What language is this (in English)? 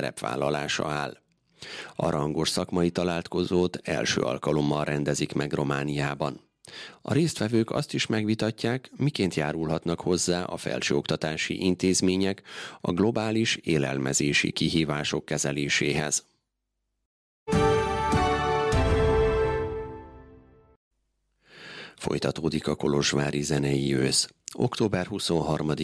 Hungarian